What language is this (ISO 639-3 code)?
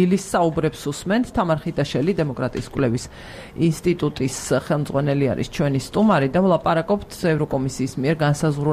kat